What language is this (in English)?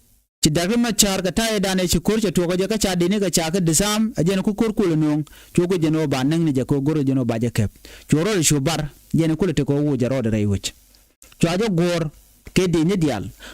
Nuer